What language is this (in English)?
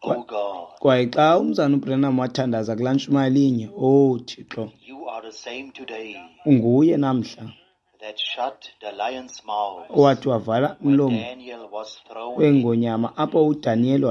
Xhosa